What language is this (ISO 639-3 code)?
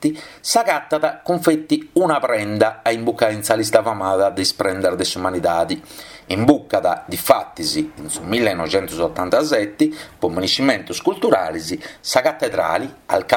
srd